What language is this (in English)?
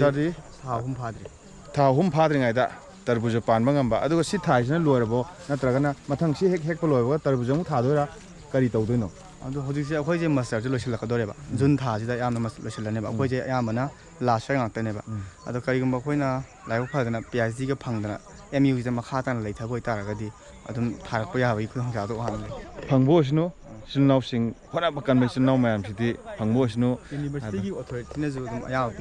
Manipuri